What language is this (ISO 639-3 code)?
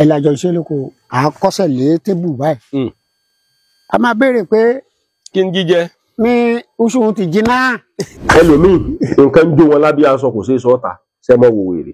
yor